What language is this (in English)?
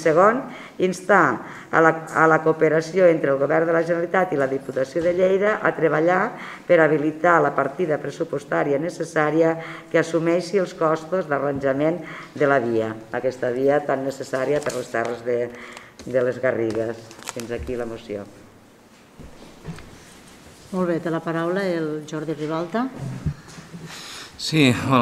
Catalan